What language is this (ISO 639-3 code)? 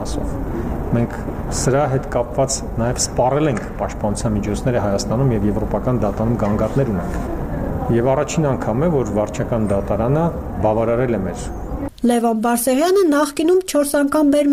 hye